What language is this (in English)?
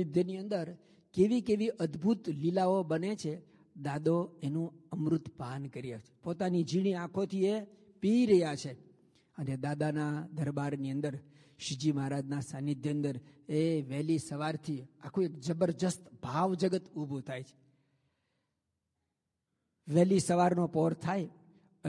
Gujarati